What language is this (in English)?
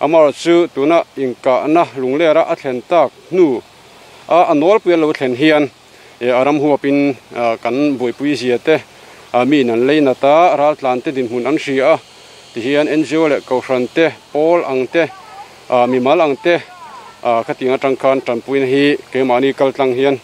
Mizo